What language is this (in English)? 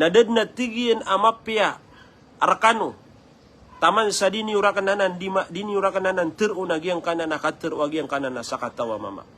Maranao